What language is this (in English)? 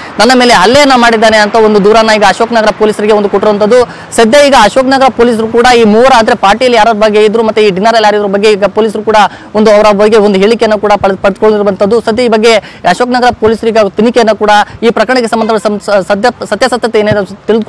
Kannada